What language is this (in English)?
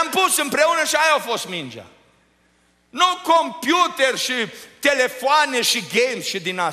Romanian